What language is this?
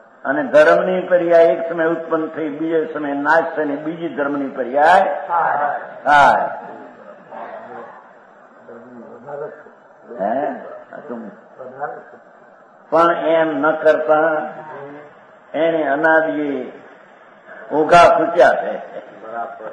Gujarati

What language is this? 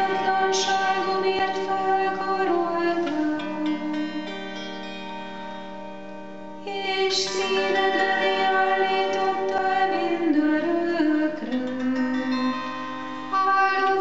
Hungarian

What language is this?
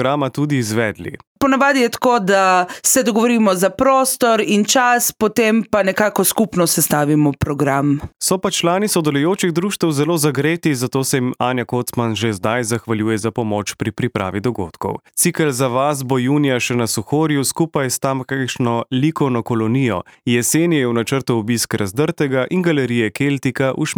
Slovenian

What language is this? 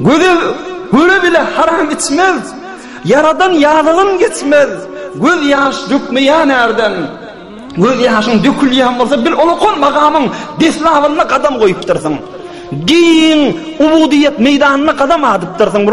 Turkmen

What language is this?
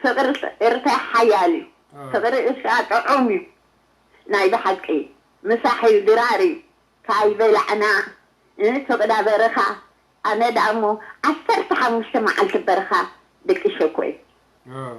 Tigrinya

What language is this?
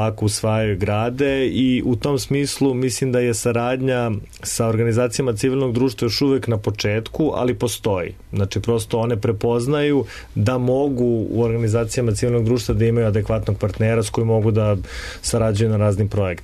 Serbian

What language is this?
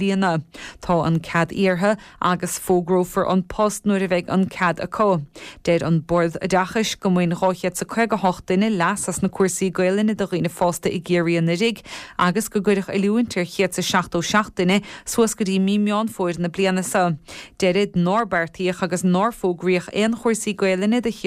Irish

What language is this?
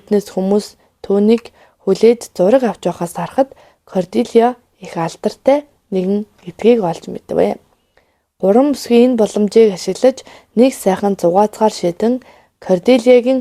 Mongolian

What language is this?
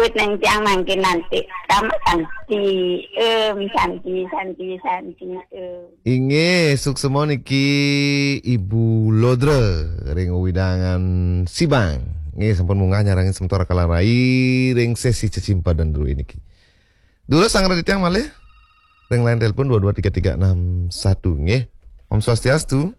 Balinese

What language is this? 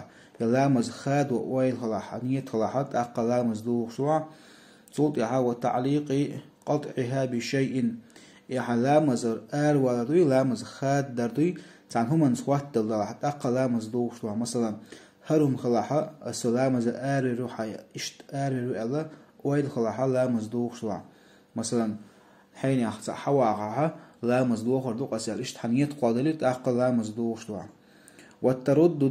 Chechen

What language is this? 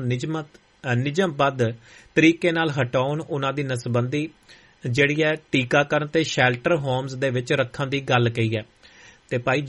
Punjabi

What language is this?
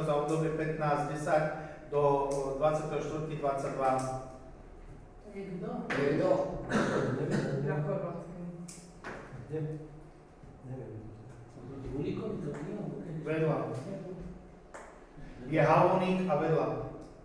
Slovak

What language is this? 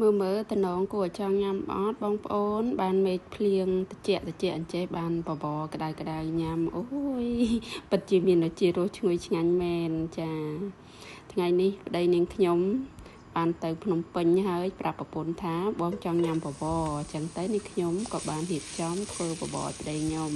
Khmer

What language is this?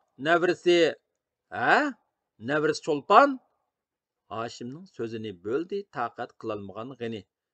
Uyghur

